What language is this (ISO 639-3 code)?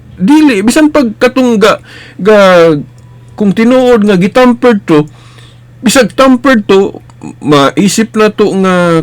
ceb